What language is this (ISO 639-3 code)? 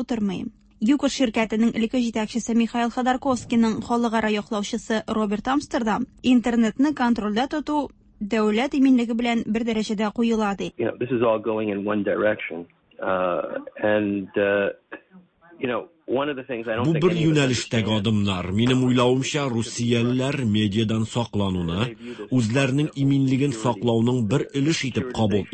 tat